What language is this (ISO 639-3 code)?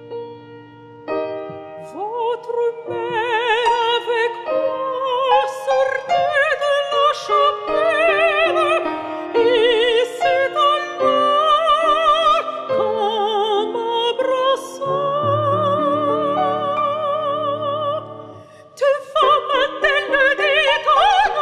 fra